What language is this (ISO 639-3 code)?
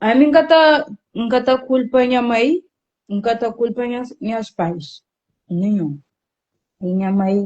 kea